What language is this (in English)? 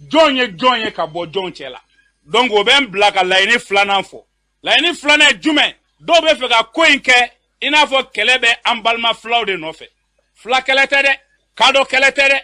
Bambara